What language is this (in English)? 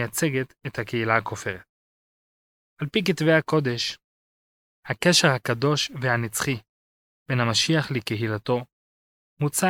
Hebrew